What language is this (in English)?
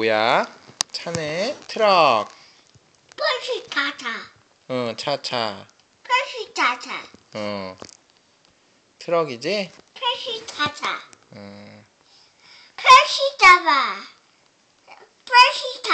Korean